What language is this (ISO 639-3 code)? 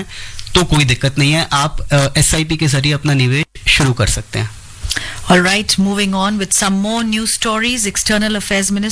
hin